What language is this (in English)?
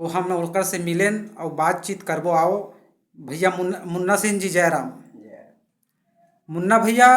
Chhattisgarhi